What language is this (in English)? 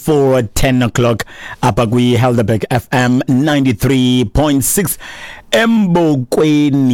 Xhosa